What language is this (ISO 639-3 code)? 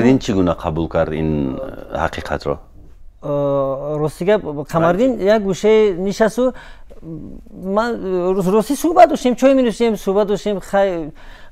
tgk